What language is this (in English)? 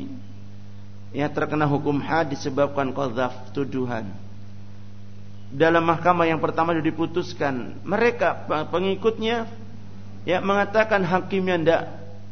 Indonesian